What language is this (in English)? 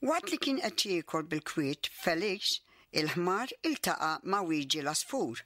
Maltese